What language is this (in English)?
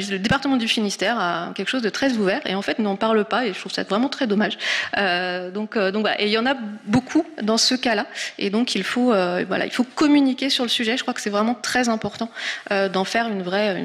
French